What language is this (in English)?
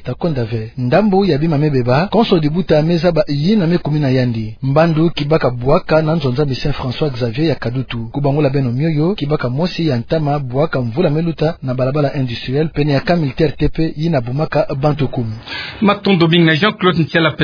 Kituba (Democratic Republic of Congo)